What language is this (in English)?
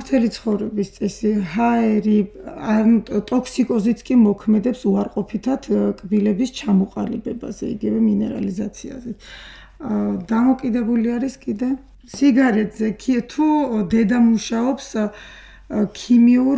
Georgian